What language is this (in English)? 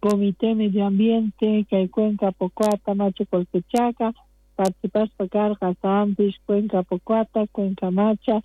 South Bolivian Quechua